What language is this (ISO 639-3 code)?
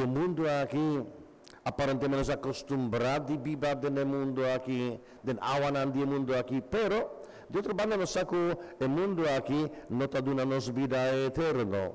pap